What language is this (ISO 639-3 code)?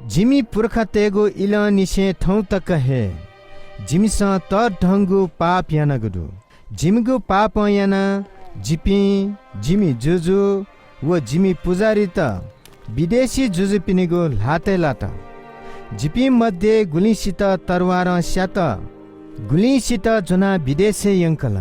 new